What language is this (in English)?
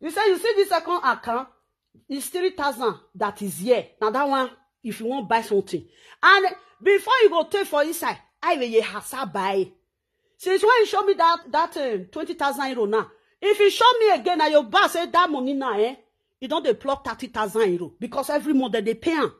Nigerian Pidgin